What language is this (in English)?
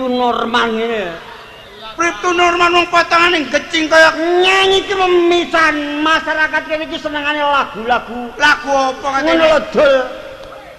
Javanese